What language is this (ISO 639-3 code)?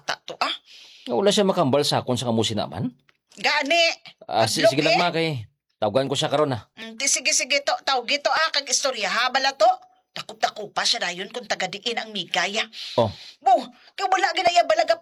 hil